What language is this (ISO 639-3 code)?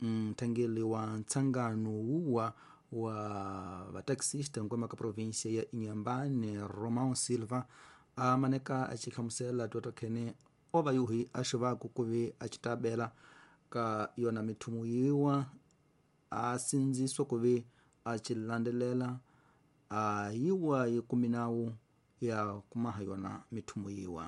tso